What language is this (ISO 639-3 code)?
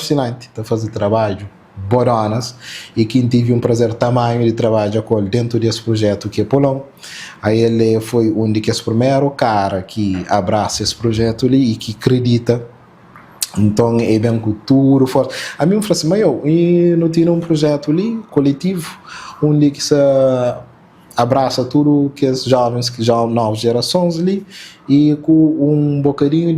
kea